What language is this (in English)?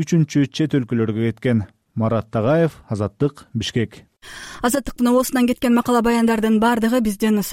Kyrgyz